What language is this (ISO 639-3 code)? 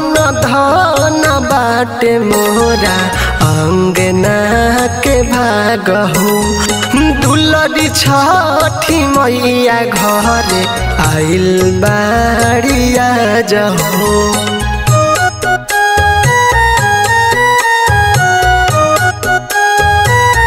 bho